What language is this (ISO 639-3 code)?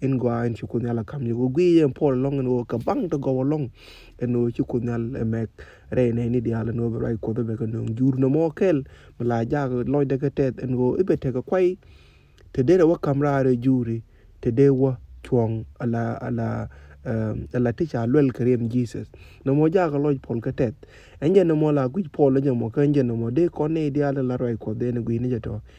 nus